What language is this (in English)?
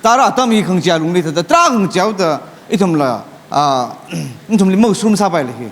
Tangkhul Naga (India)